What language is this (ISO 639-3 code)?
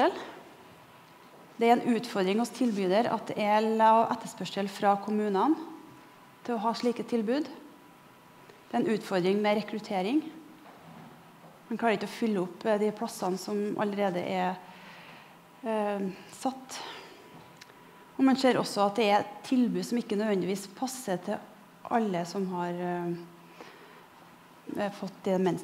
nor